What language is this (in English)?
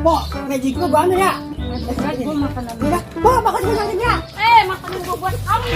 Betawi